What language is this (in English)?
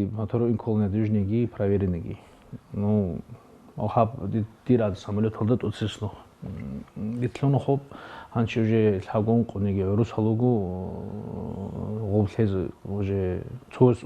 Avaric